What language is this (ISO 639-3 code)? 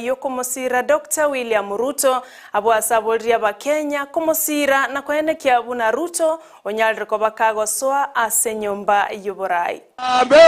guz